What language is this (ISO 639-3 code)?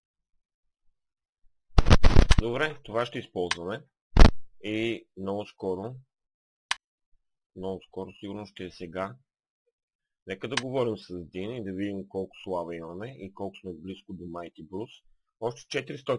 bul